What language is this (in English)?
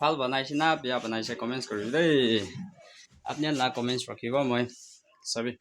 Naga Pidgin